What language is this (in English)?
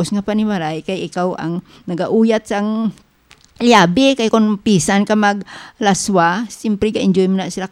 Hiligaynon